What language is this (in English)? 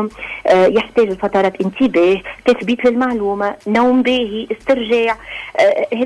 Tunisian Arabic